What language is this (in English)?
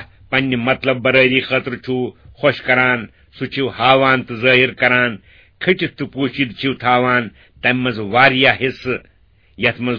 Kashmiri